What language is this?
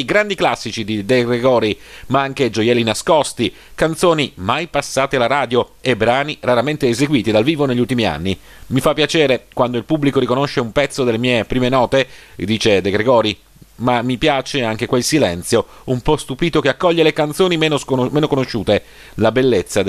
Italian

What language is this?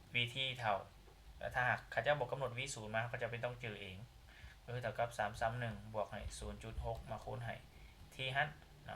Lao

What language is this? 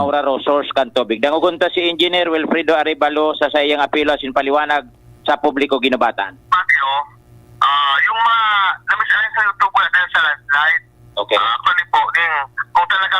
Bikol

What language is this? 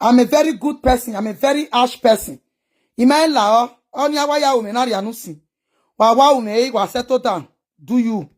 Nigerian Pidgin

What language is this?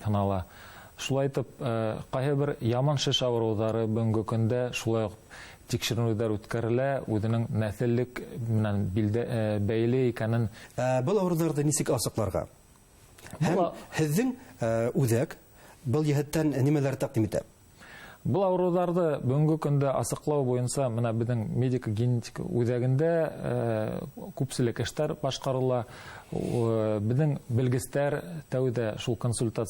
Bashkir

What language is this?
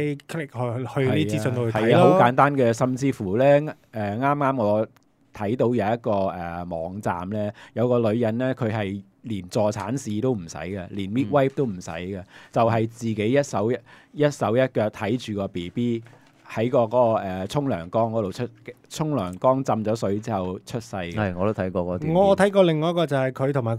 Cantonese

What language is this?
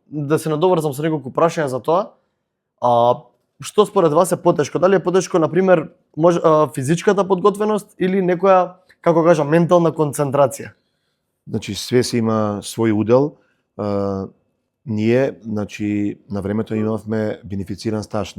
Macedonian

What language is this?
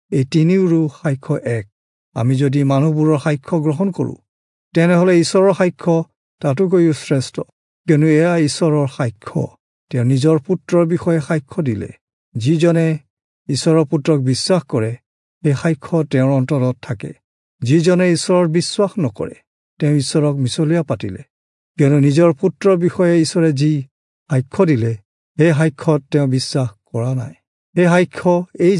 Assamese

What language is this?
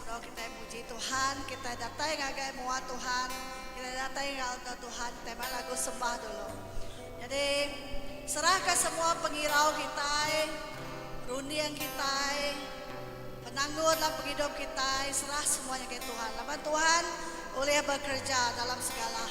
Iban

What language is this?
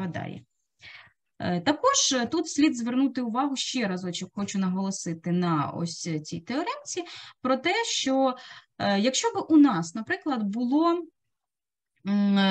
Ukrainian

